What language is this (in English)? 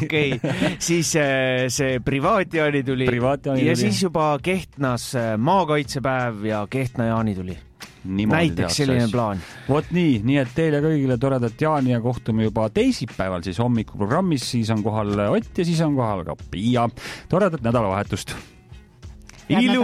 Estonian